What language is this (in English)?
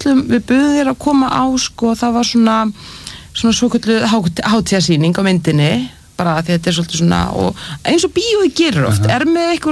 Icelandic